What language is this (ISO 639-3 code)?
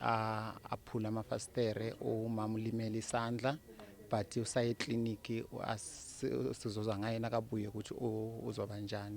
zul